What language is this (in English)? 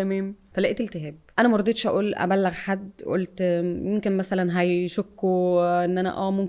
Egyptian Arabic